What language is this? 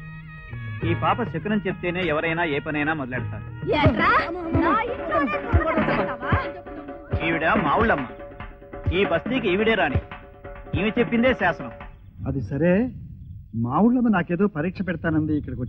Telugu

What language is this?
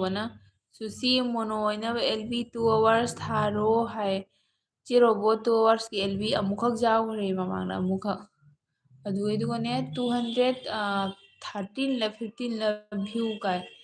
Manipuri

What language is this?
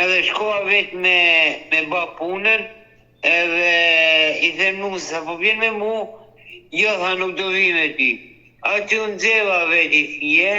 Albanian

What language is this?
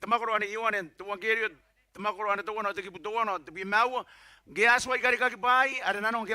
Gilbertese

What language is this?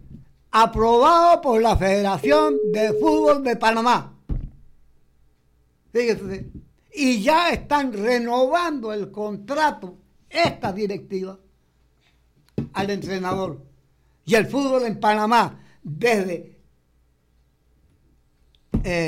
Spanish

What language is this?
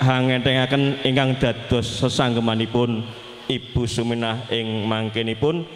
Javanese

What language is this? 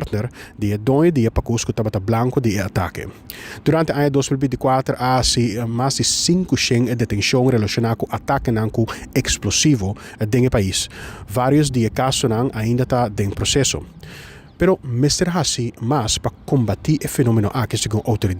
Papiamento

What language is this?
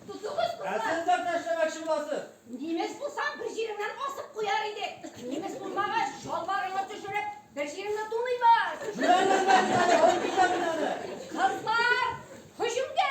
Tatar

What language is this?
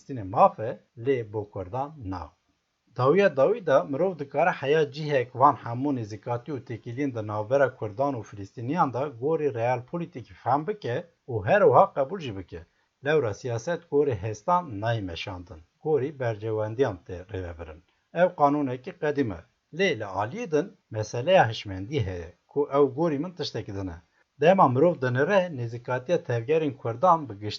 Kurdish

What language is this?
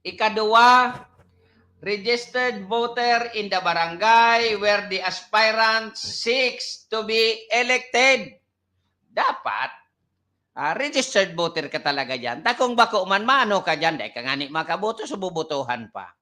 Bikol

